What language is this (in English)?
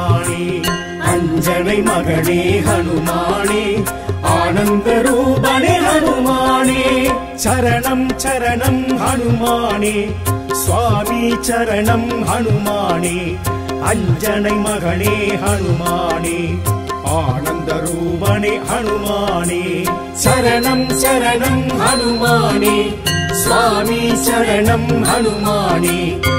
Tamil